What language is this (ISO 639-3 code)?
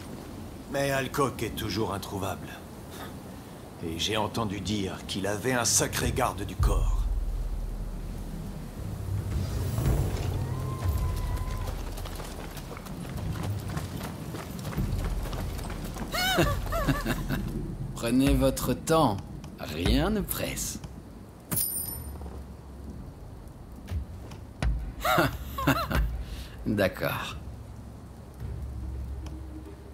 fra